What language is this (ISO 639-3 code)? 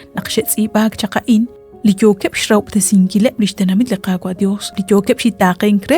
kek